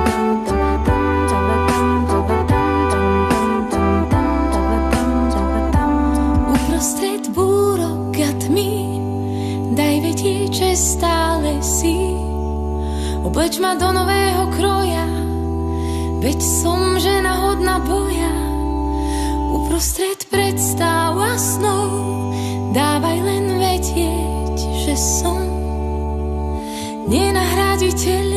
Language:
Slovak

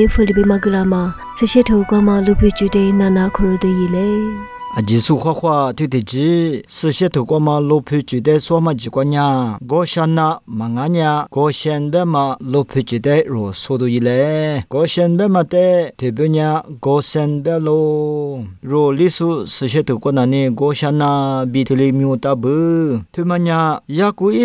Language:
Lisu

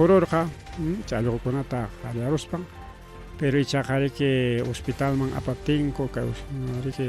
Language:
Ayacucho Quechua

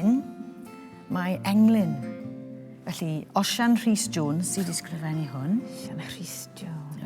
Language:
Welsh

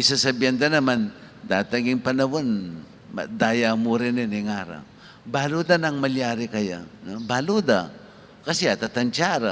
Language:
Pampanga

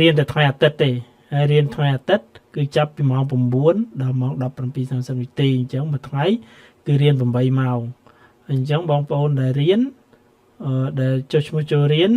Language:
Khmer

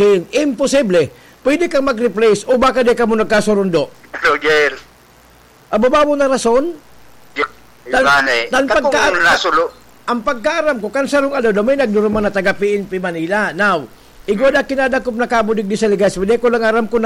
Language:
Bikol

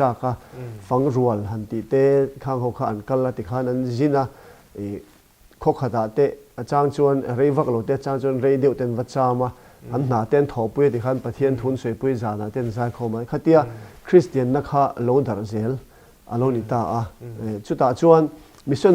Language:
Mizo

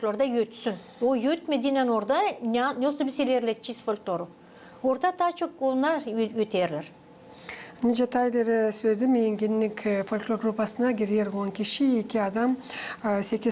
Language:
Gagauz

